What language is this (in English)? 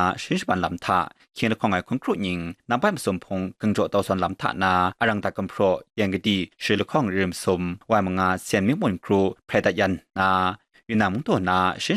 Kachin